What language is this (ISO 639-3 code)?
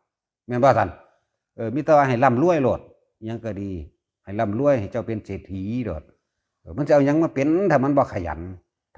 tts